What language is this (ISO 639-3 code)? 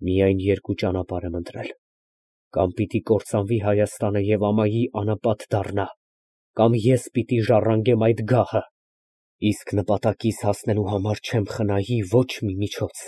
hye